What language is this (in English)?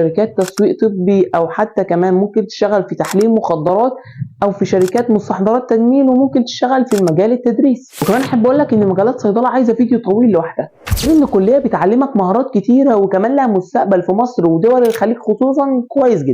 Egyptian Arabic